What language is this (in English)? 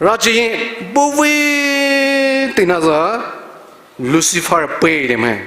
Poumei Naga